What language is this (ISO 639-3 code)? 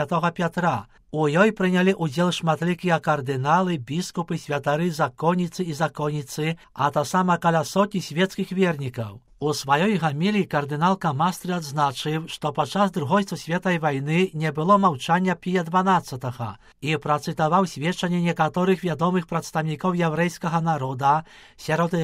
bel